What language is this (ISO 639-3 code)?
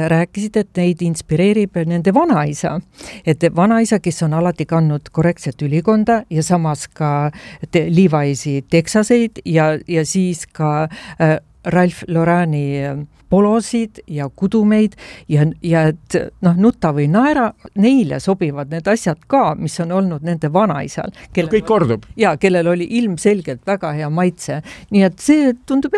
est